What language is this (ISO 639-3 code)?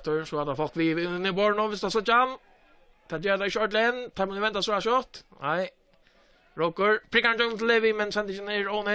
fao